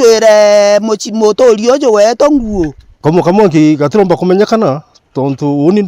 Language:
Meru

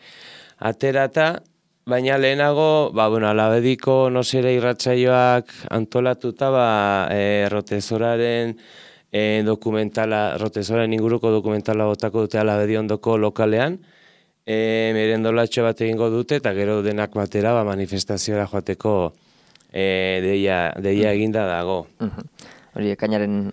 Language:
Basque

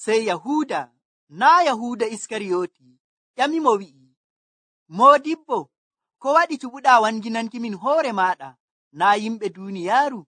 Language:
Nigerian Fulfulde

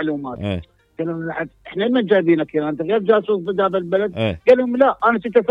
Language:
Mesopotamian Arabic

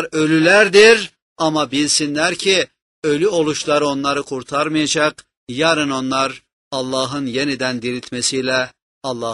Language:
Turkish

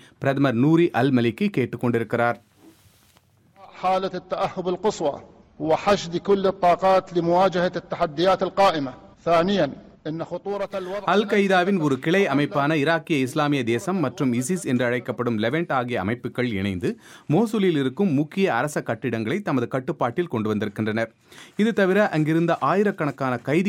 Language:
Tamil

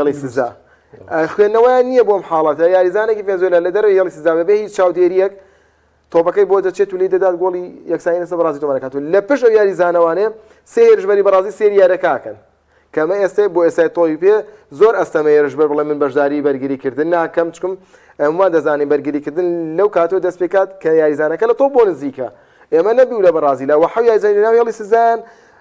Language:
Central Kurdish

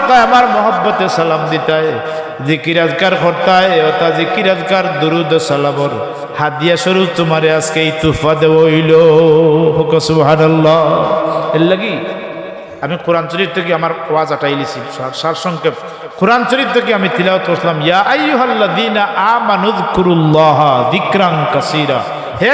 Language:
Sylheti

